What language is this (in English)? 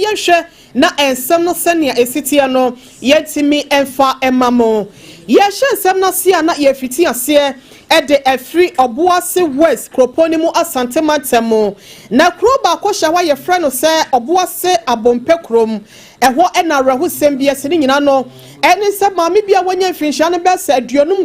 Akan